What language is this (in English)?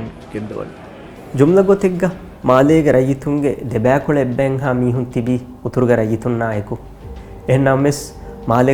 Divehi